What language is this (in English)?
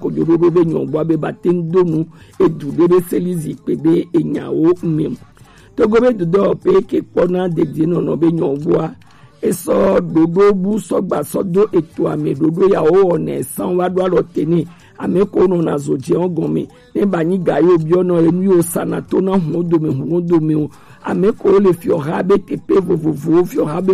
Gen